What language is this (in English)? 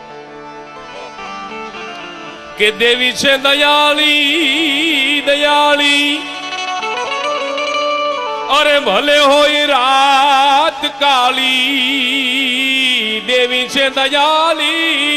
Gujarati